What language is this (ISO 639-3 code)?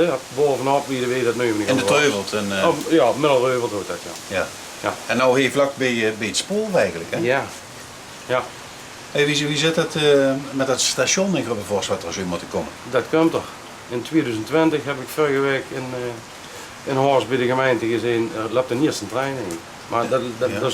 lim